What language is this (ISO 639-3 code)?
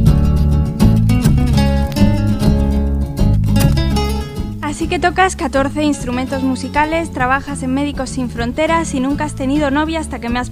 spa